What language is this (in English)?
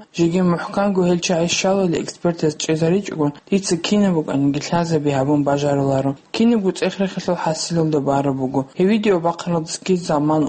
Avaric